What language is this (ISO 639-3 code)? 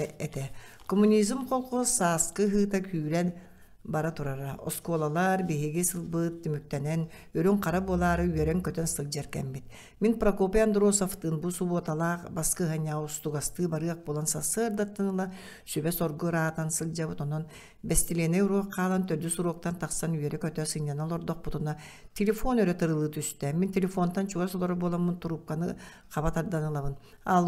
sah